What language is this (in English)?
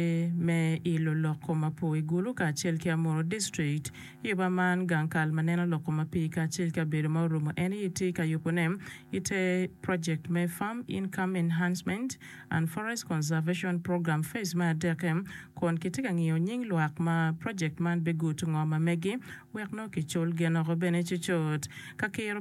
Acoli